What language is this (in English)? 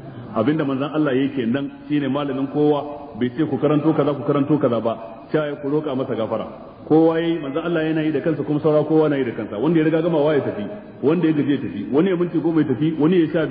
Hausa